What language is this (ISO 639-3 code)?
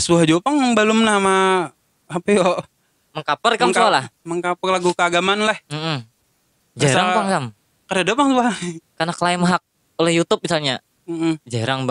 bjn